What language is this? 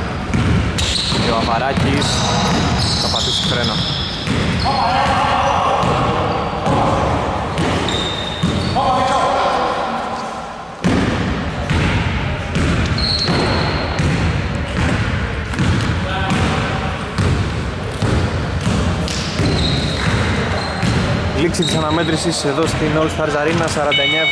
Greek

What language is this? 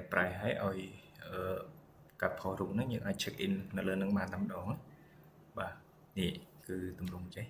Khmer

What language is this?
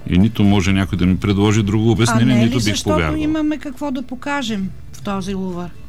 Bulgarian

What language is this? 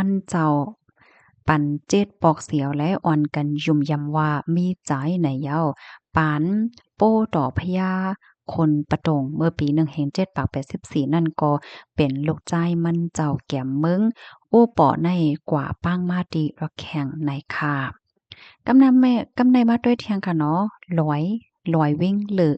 Shan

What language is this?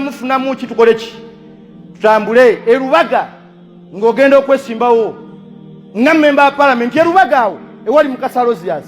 Ganda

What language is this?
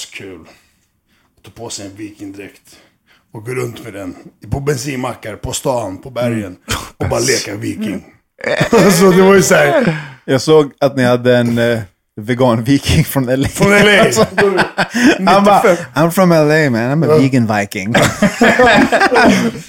Swedish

